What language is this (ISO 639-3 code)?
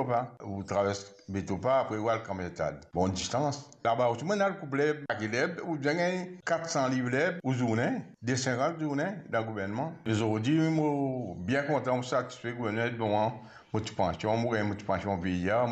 mfe